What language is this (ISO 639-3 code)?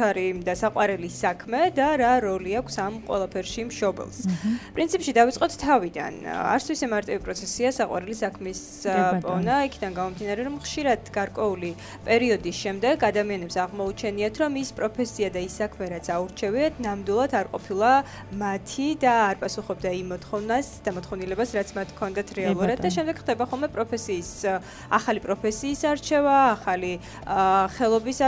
kat